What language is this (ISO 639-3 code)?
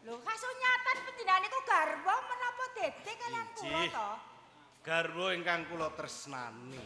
jav